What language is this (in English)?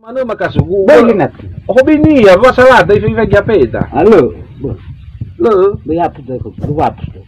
Nias